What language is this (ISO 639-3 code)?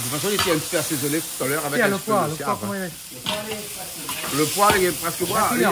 rcf